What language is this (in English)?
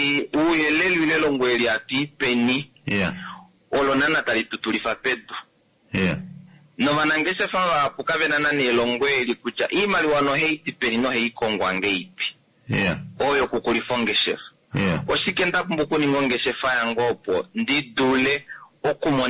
Kuanyama